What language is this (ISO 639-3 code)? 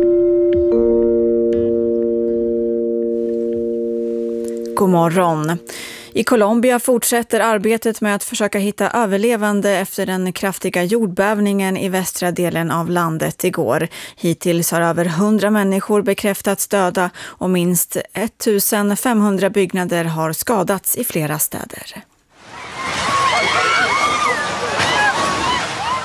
swe